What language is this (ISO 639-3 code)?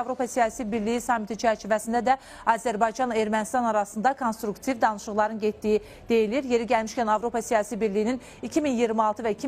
aze